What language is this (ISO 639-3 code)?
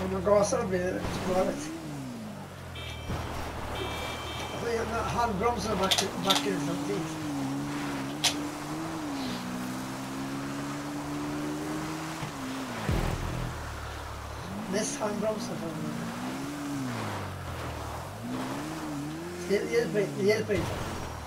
swe